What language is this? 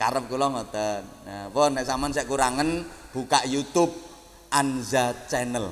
Javanese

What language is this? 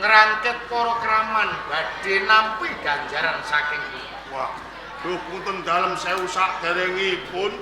Javanese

